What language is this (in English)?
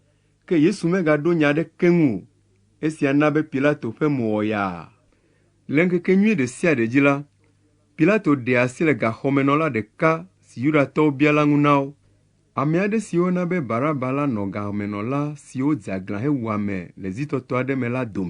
Ewe